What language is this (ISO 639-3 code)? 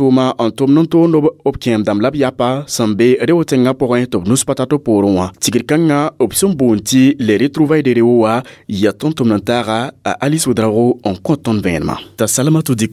mos